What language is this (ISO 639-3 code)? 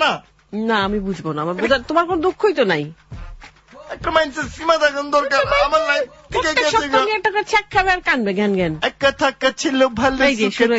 ben